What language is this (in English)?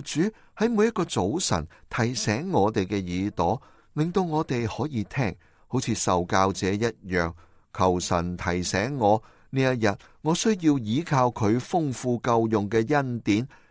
Cantonese